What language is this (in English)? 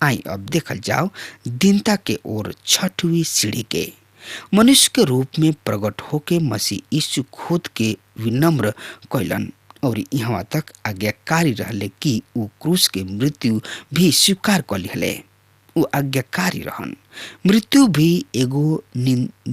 Bhojpuri